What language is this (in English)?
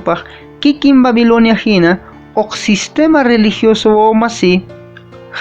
Quechua